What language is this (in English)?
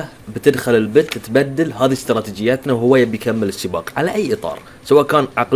Gulf Arabic